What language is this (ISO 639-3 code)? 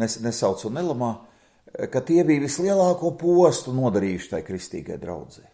lav